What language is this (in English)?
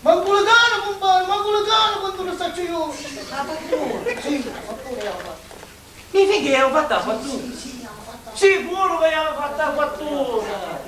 Sicilian